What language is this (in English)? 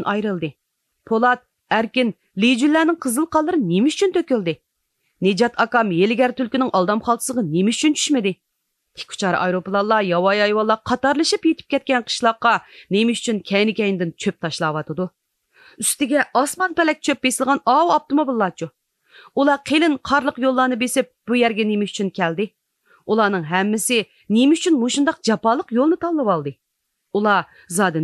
Uyghur